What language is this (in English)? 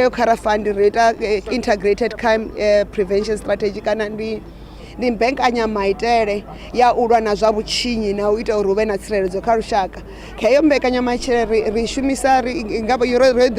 Venda